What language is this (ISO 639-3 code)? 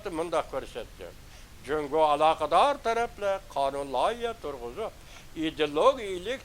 uig